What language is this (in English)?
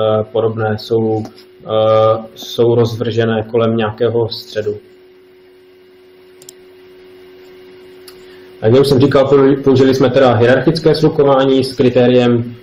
Czech